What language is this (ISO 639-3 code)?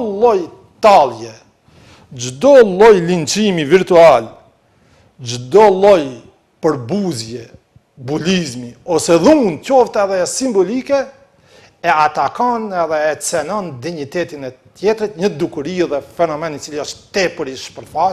sqi